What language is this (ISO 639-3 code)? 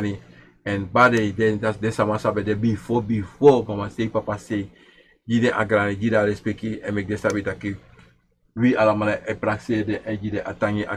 srn